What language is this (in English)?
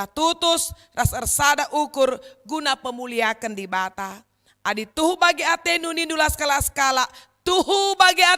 Batak Karo